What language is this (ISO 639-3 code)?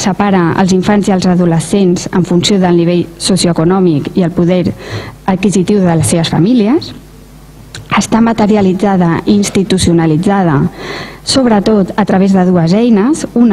cat